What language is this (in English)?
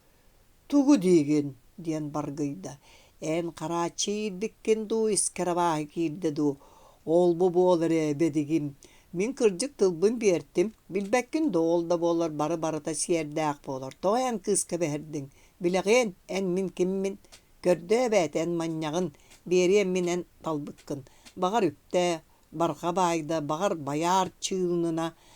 Yakut